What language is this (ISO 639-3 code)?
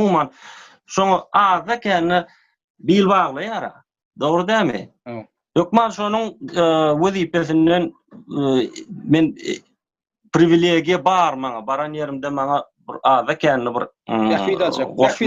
tuk